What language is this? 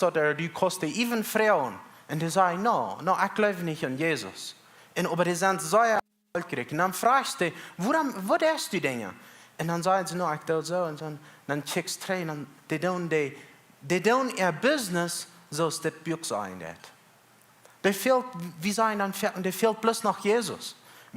Plautdietsch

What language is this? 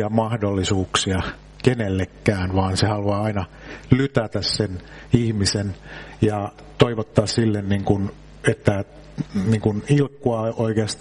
Finnish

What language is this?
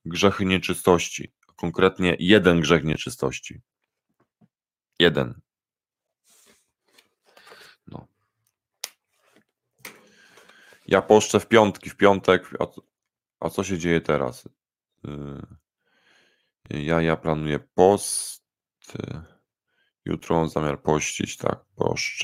Polish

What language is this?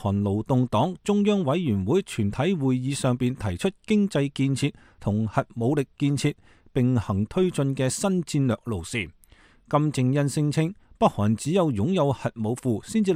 Cantonese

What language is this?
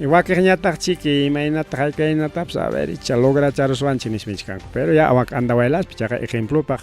Ayacucho Quechua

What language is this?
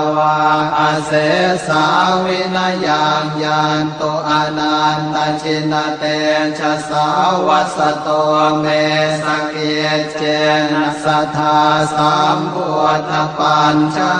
Pali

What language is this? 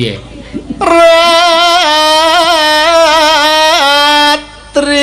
Javanese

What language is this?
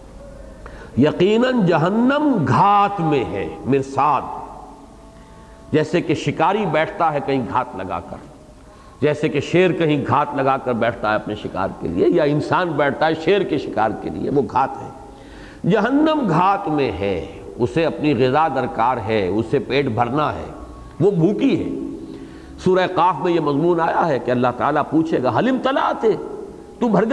Urdu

